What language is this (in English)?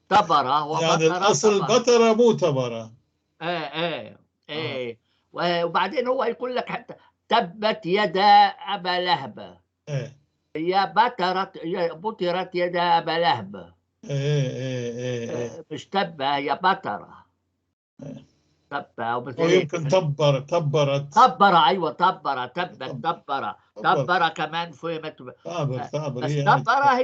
North Levantine Arabic